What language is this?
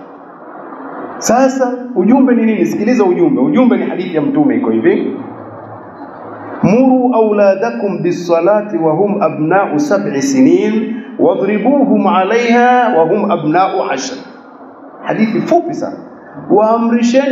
Swahili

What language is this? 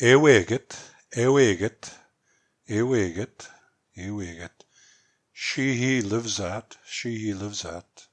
Plains Cree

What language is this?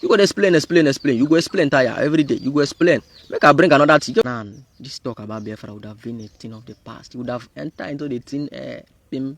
Nigerian Pidgin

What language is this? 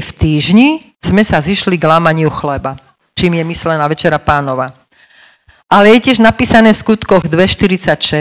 Slovak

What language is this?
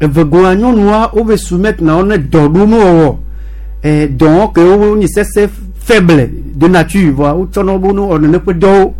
Gen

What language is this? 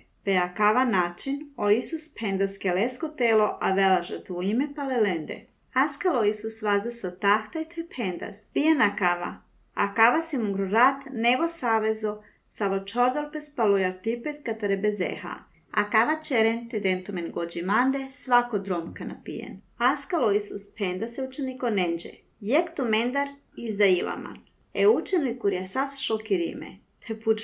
Serbian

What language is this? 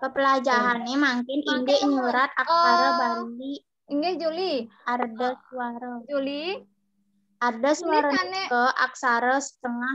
Balinese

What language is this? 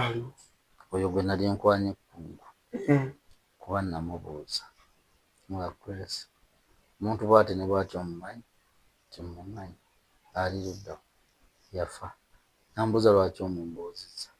Ganda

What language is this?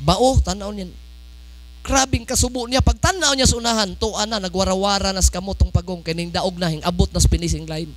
Cebuano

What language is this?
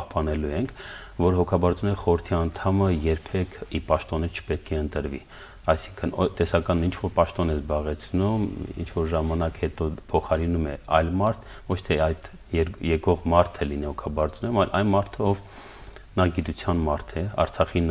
Armenian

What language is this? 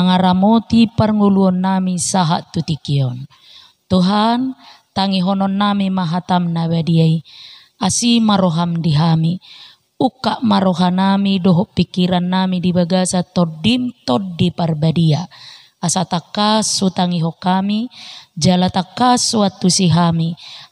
Batak Toba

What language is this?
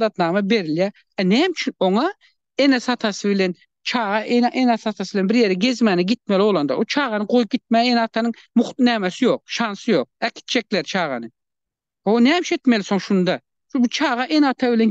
Turkmen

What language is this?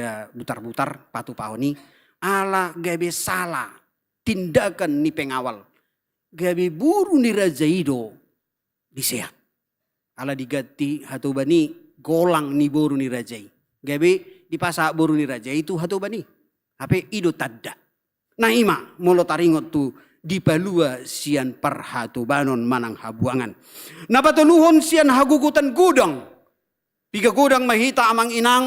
Batak Toba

